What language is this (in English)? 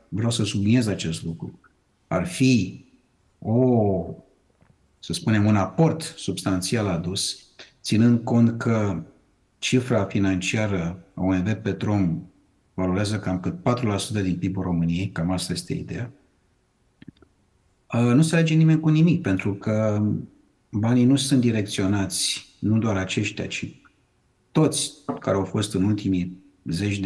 Romanian